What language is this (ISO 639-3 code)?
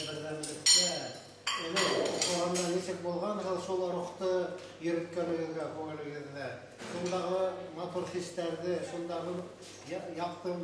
bak